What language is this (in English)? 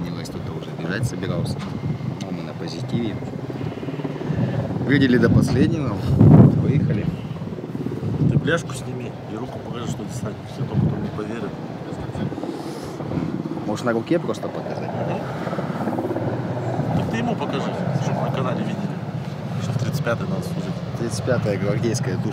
Russian